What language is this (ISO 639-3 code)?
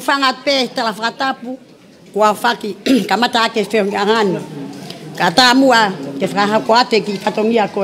ton